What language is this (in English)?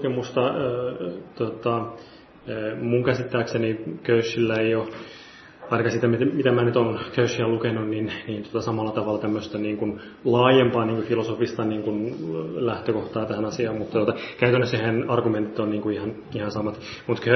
Finnish